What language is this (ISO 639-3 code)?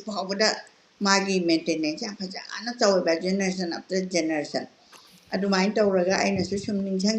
mni